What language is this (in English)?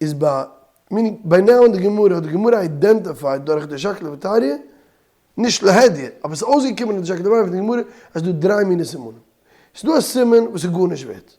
Yiddish